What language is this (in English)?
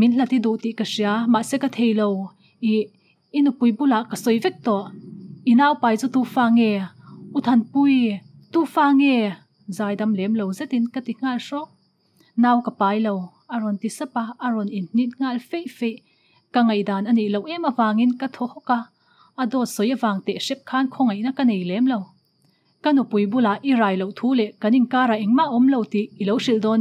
Mizo